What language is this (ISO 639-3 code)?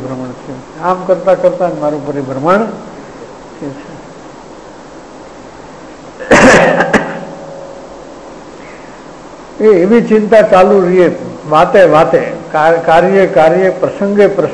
guj